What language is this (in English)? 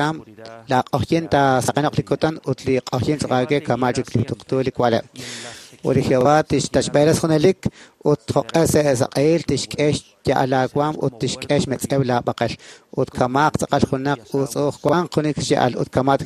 Kekchí